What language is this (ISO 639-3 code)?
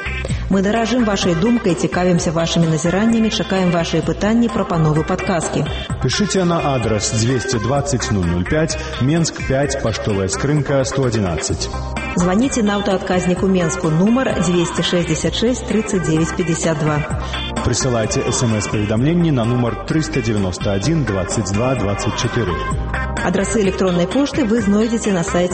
bel